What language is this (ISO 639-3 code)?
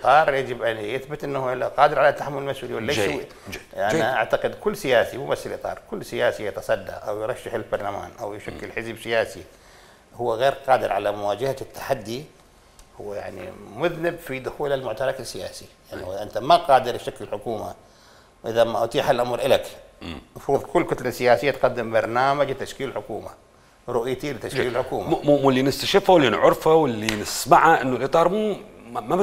acm